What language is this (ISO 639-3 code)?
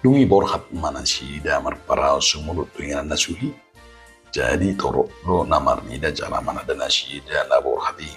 bbc